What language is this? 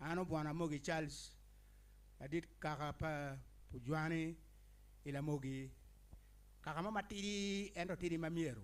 Acoli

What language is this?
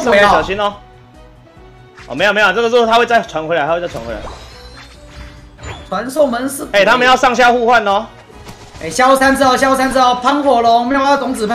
Chinese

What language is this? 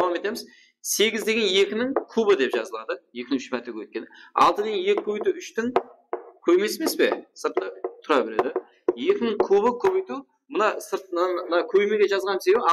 Kara-Kalpak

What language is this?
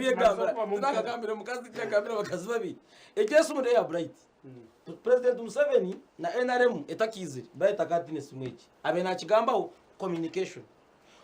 Nyankole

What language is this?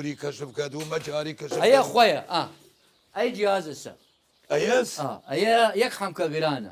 Southern Kurdish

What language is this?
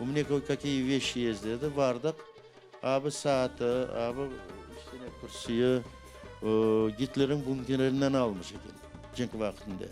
Crimean Tatar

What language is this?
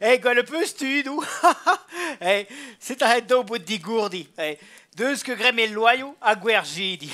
Breton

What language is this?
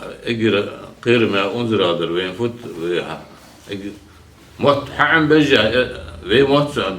Ingush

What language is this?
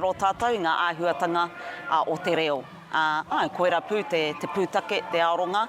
Māori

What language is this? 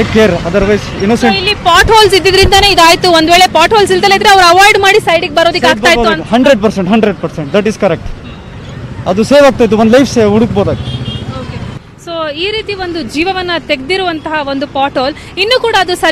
Kannada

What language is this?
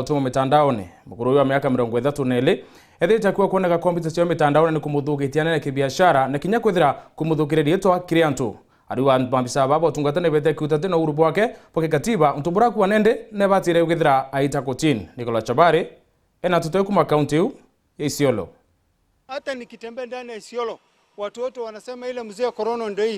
Meru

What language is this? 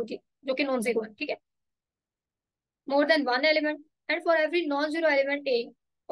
Hindi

